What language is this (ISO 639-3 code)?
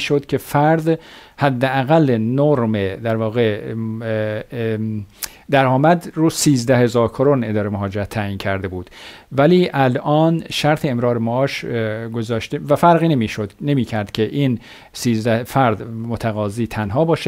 fas